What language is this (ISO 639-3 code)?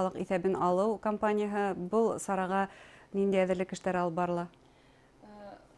bak